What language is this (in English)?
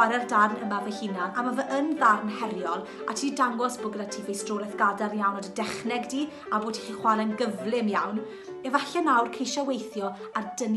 Welsh